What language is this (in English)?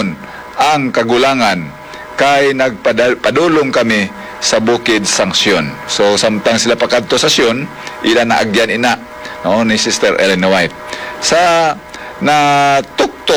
Hiligaynon